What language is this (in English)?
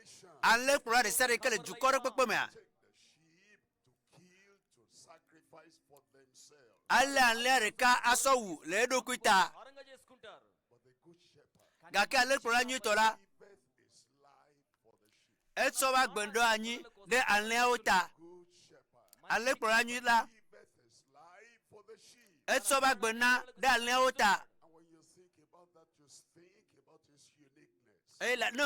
Ewe